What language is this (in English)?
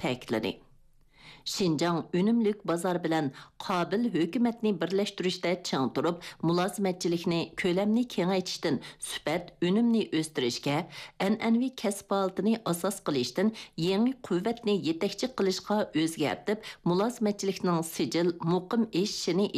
Uyghur